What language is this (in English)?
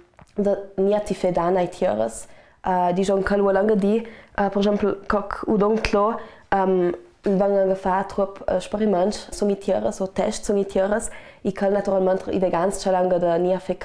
Ladin